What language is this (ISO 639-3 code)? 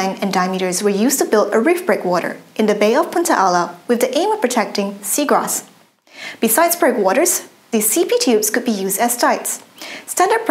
eng